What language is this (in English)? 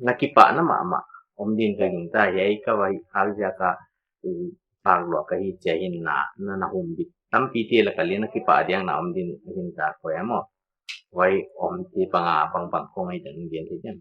Paite Chin